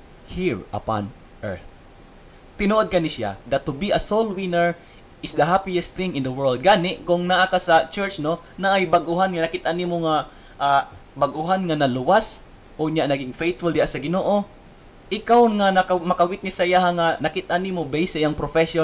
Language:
Cebuano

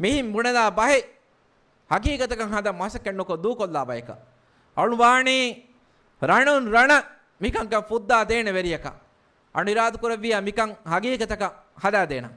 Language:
Divehi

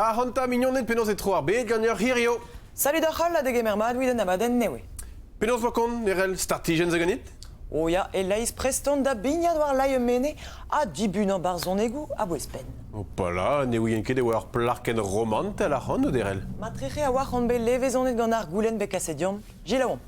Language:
Breton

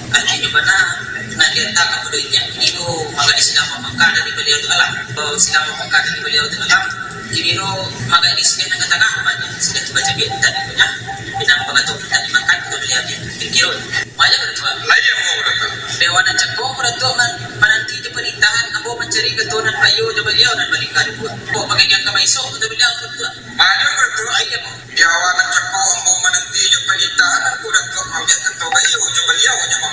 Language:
Minangkabau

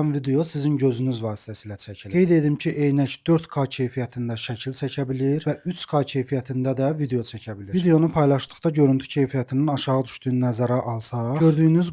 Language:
Azerbaijani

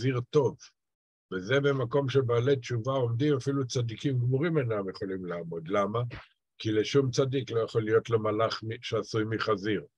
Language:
Hebrew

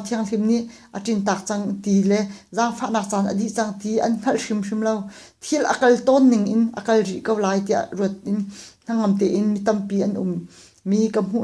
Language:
Hakha Chin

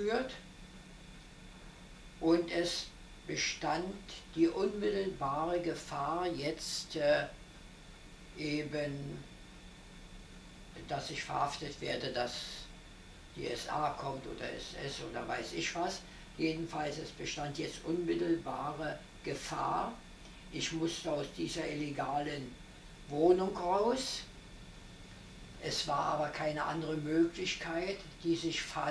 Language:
German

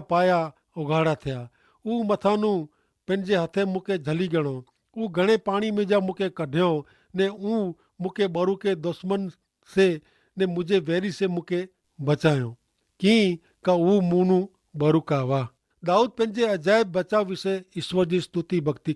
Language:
Kachhi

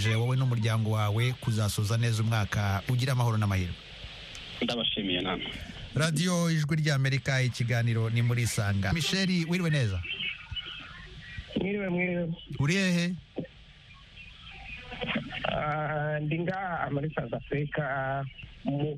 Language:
Kinyarwanda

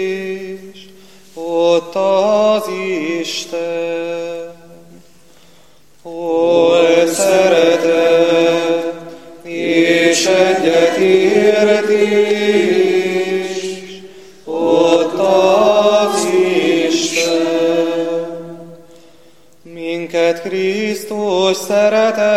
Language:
Hungarian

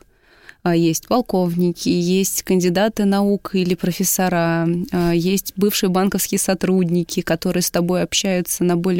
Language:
Russian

